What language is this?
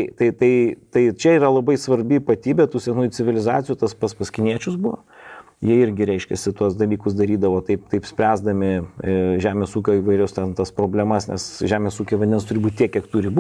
Lithuanian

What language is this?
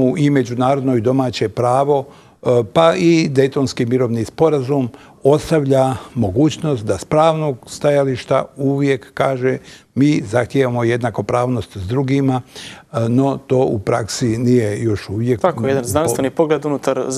Bosnian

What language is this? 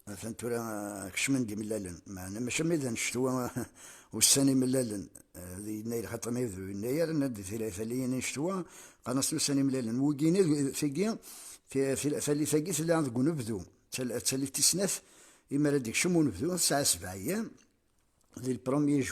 Kabyle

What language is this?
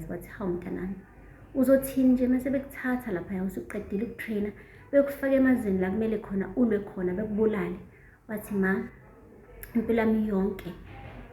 Zulu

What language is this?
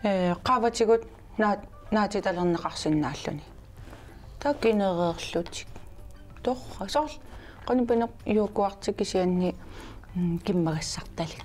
Kalaallisut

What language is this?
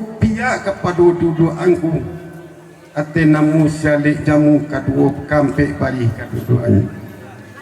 Minangkabau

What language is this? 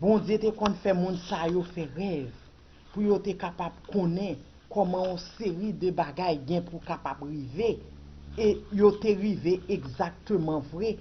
Haitian Creole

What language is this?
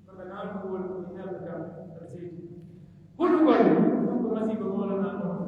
Pular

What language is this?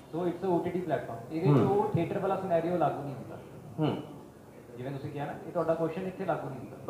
Punjabi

